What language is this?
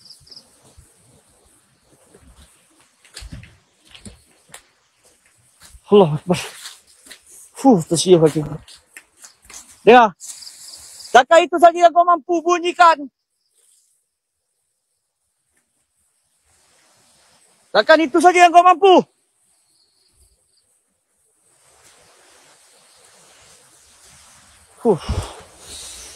Malay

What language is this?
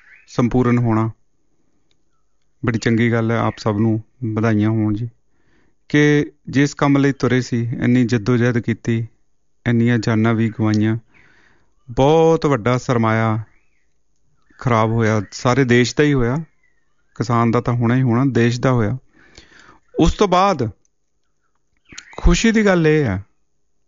Punjabi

